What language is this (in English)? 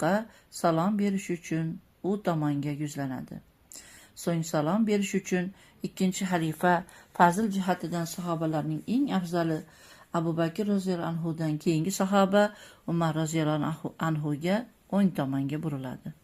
Uzbek